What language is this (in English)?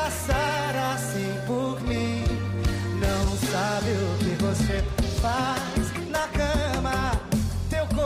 Portuguese